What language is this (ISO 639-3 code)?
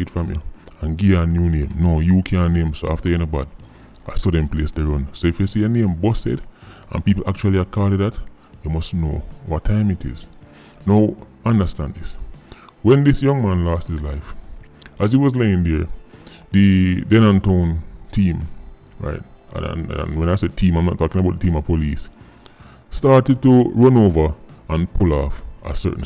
jam